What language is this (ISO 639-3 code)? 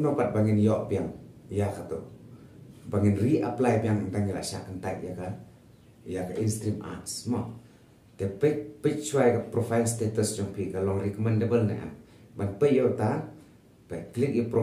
kha